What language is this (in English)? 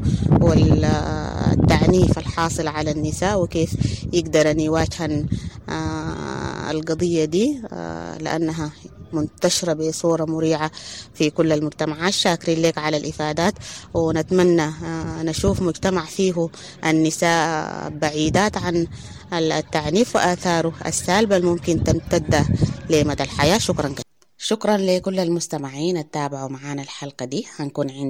Sudanese Arabic